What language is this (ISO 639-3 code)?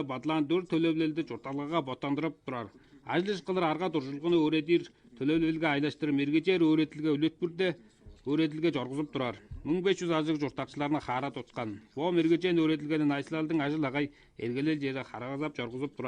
tyv